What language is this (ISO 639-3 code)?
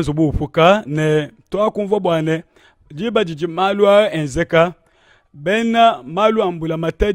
lua